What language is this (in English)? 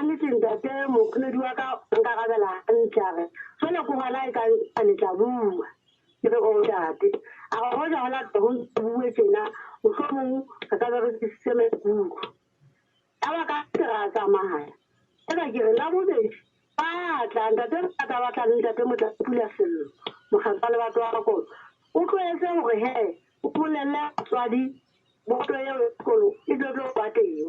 Southern Sotho